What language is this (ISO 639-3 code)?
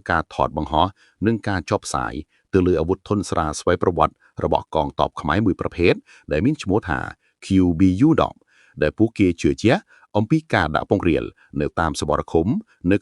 khm